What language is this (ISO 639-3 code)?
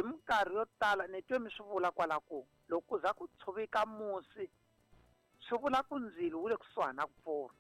tso